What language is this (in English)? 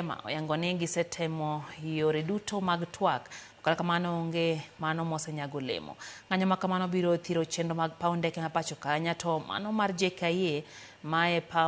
Luo (Kenya and Tanzania)